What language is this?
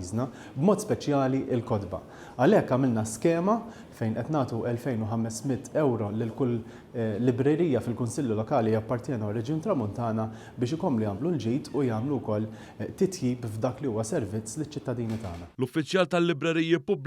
Maltese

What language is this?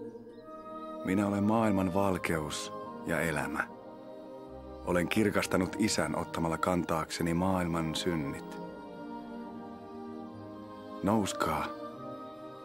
Finnish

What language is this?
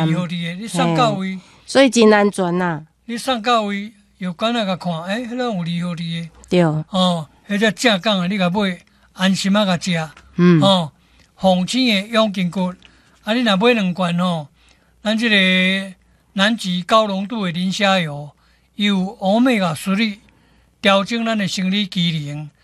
Min Nan Chinese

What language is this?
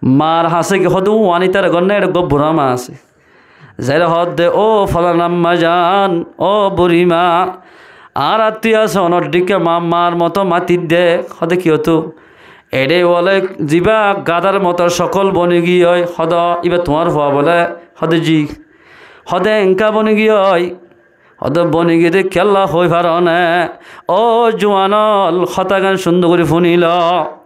Rohingya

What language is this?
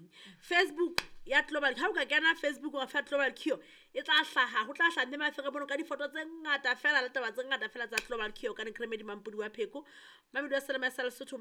Southern Sotho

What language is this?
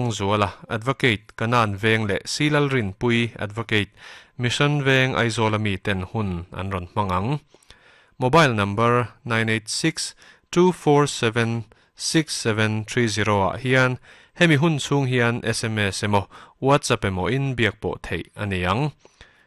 Mizo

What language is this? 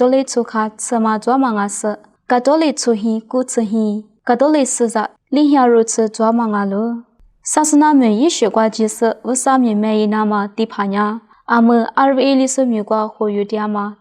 Lisu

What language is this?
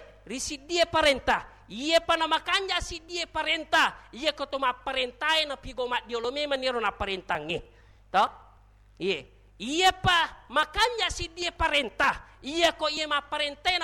Buginese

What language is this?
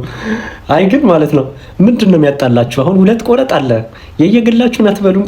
Amharic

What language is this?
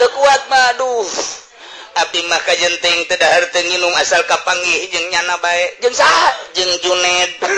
Sundanese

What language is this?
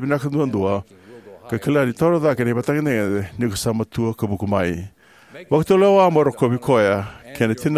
Fijian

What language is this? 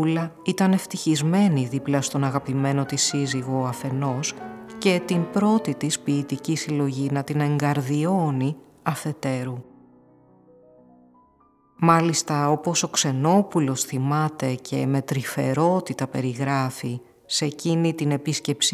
Greek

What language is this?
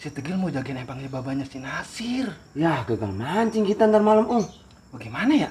Betawi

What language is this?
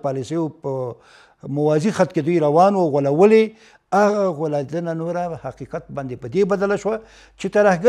Pashto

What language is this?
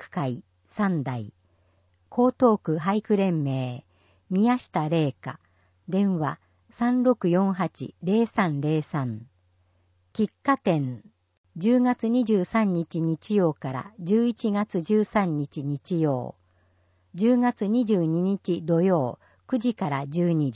Japanese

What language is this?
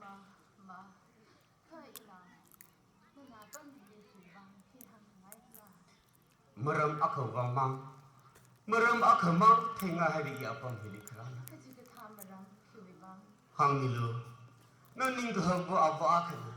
Tangkhul Naga (India)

